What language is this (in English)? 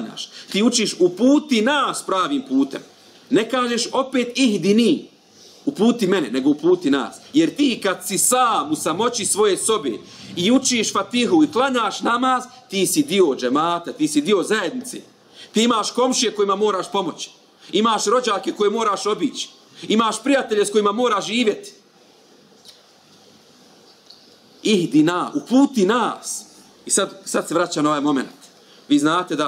Bosnian